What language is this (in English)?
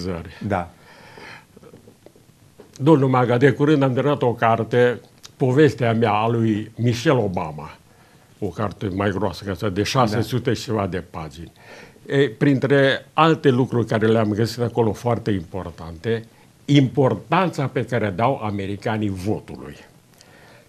Romanian